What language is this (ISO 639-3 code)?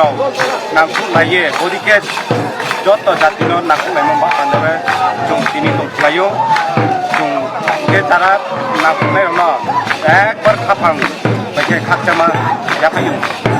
trp